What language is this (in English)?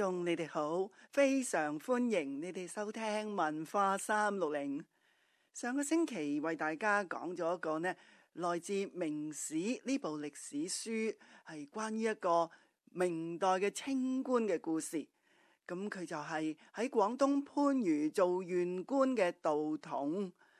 Cantonese